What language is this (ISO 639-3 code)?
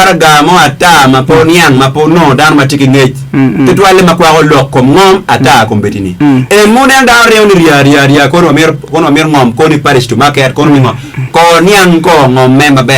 ach